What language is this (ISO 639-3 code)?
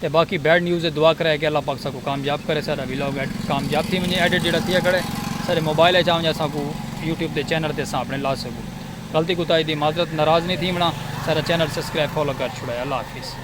skr